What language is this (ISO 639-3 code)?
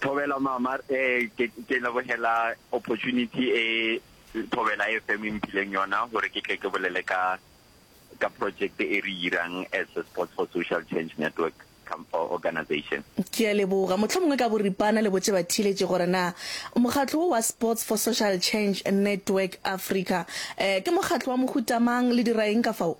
nso